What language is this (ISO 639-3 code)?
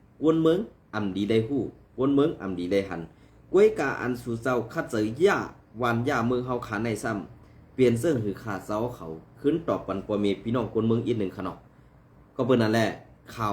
shn